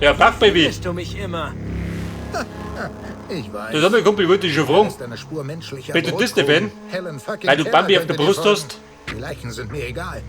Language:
Bavarian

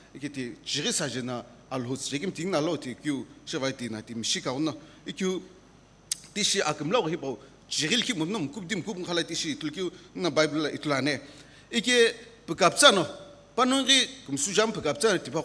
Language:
Sumi Naga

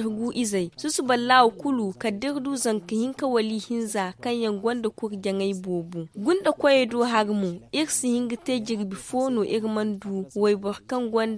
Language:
Zarma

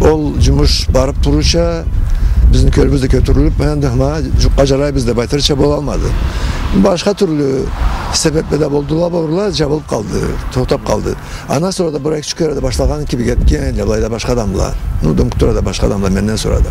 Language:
Karachay-Balkar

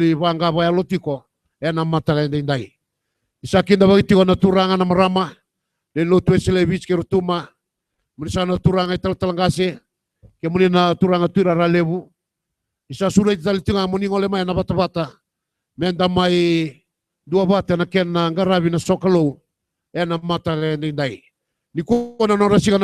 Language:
Fijian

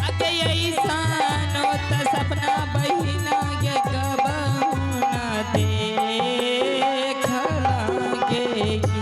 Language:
Maithili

